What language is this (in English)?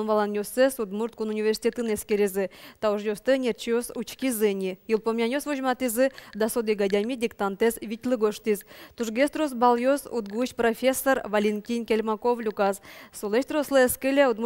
Udmurt